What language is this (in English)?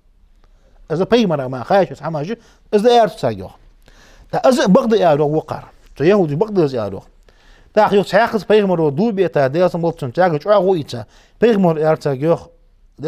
Ingush